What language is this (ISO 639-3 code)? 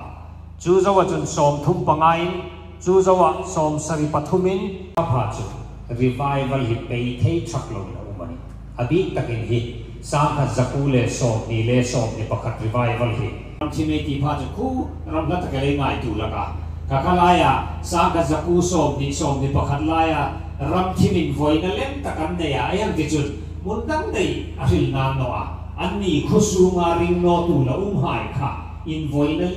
hmr